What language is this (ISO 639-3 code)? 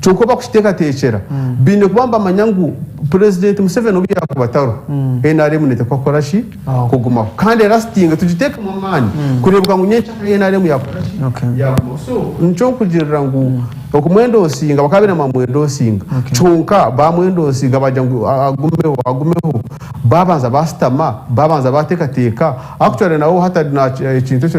nyn